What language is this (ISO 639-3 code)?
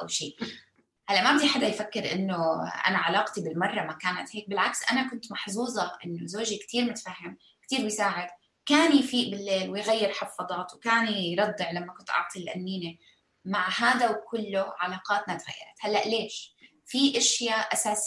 apc